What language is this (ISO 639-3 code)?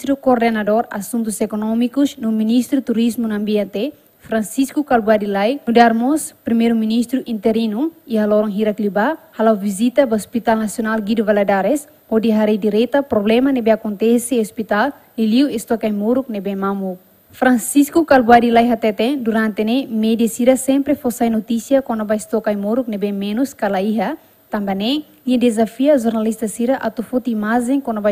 tet